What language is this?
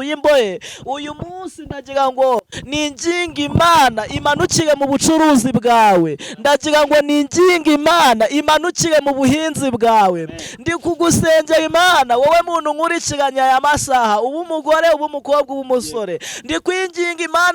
Kinyarwanda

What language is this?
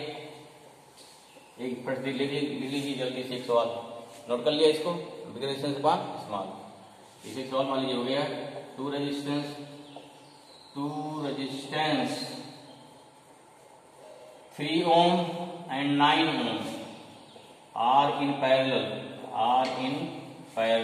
Hindi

